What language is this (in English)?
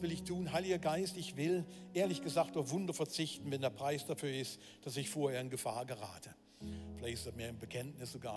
Swiss German